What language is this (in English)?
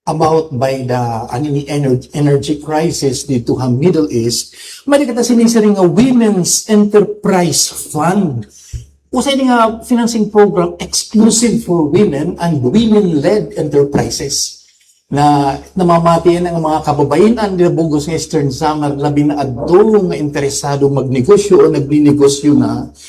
Waray